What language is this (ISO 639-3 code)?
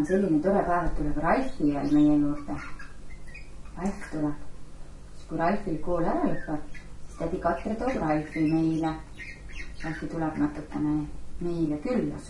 est